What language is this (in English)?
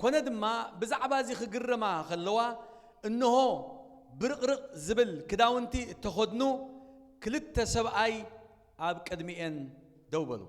Tigrinya